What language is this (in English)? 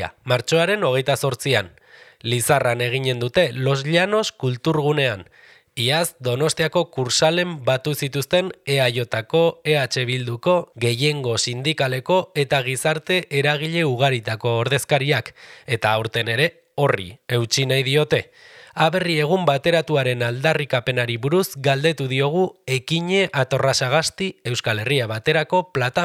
Basque